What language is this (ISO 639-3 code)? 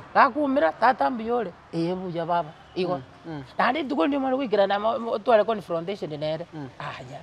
guz